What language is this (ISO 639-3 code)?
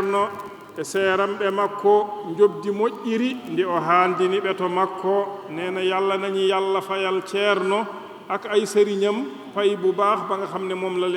ful